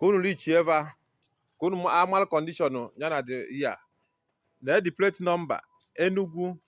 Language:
Igbo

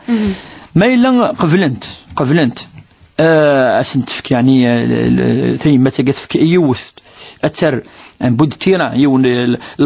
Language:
Kabyle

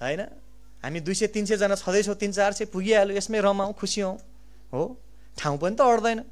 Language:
Nepali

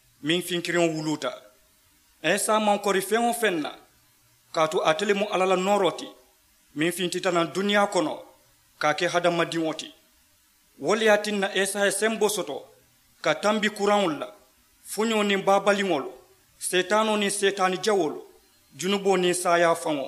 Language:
Mandingo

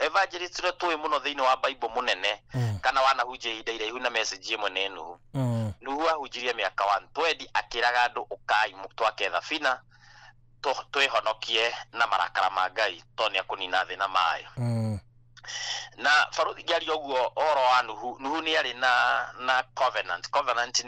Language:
Kikuyu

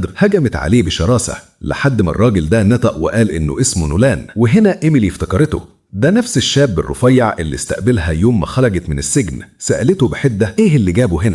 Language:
Egyptian Arabic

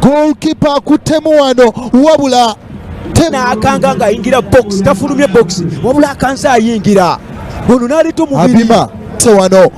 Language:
Ganda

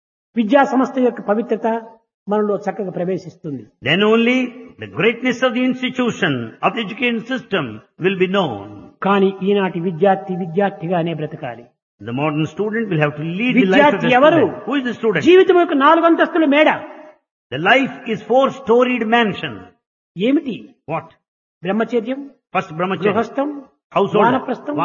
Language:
Telugu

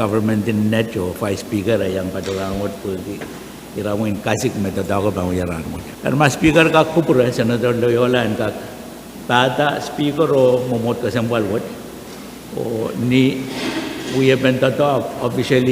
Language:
Pohnpeian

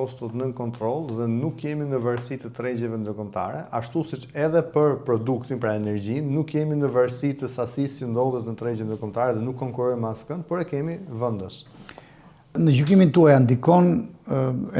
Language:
Albanian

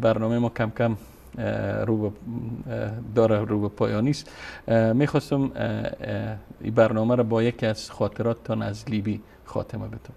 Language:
Persian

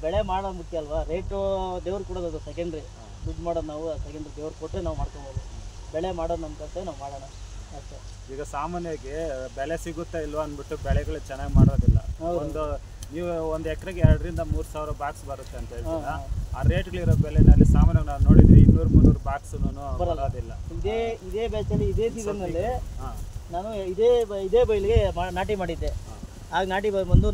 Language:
Kannada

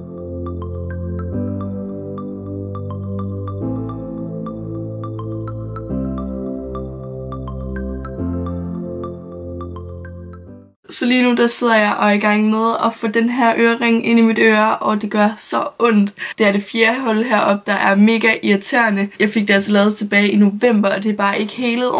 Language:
Danish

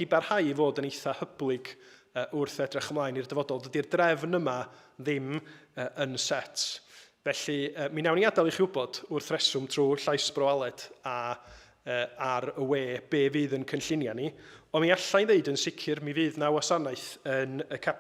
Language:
Welsh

